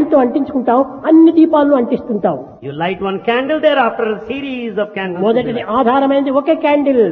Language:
Telugu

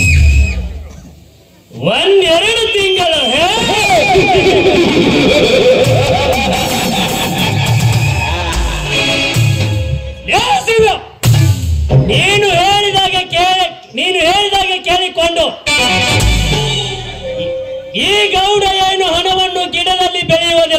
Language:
Kannada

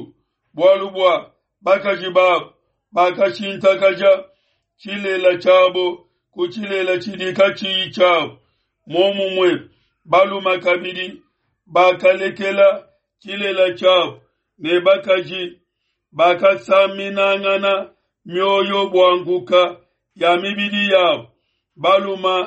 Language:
Luba-Lulua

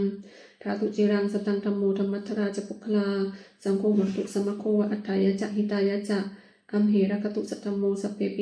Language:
Pali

